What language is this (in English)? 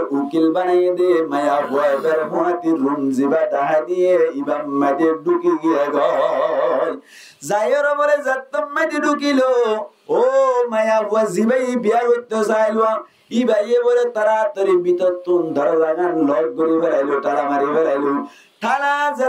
Rohingya